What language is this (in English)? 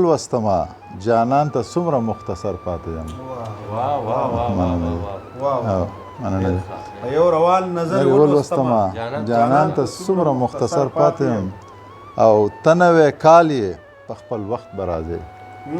Pashto